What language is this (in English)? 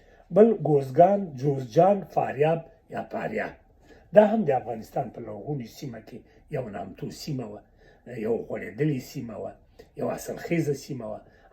Pashto